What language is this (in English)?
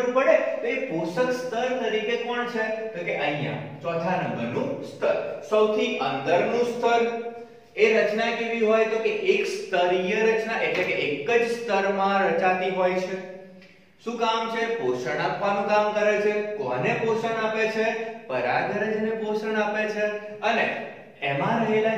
Gujarati